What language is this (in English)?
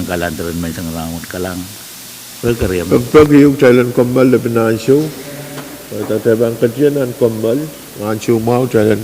Pohnpeian